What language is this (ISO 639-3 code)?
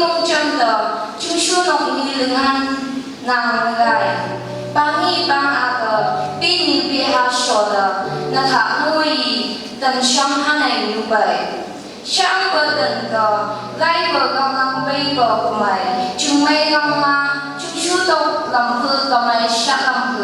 nph